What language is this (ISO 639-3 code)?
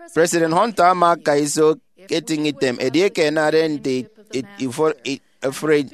efi